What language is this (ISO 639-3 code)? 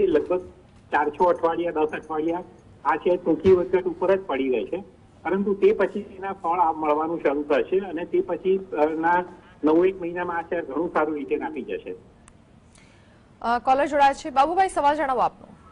guj